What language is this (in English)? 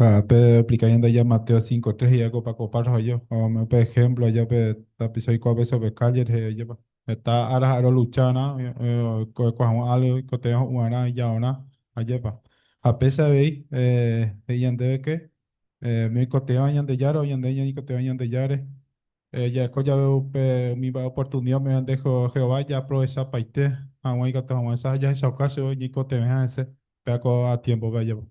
Guarani